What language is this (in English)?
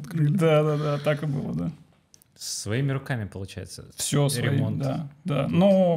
Russian